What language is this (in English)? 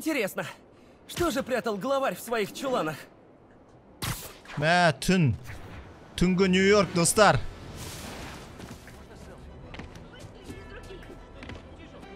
Kazakh